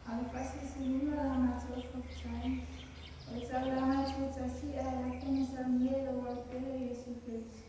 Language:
Samoan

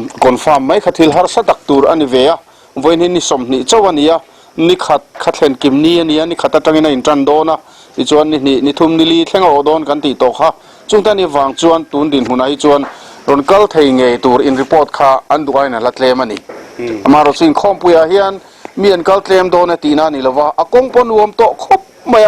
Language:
Mizo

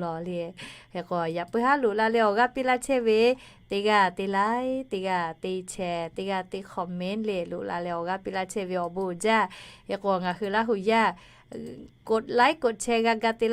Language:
Lahu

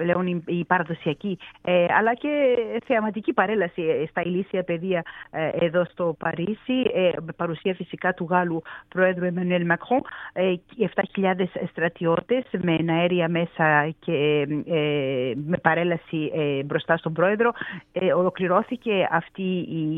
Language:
Greek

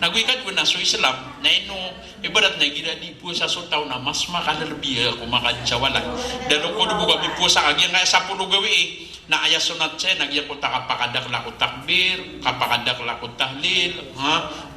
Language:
Maranao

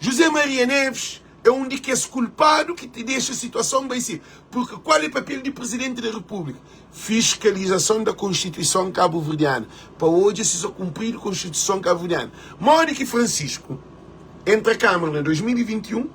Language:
Kabuverdianu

